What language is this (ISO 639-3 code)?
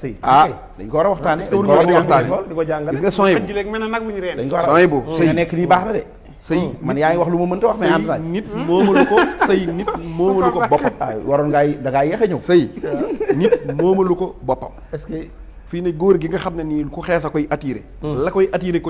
wol